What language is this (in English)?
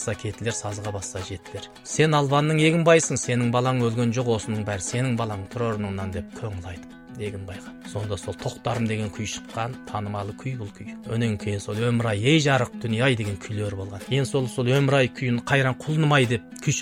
Kazakh